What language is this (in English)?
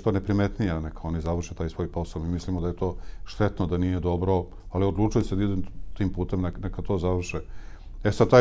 Serbian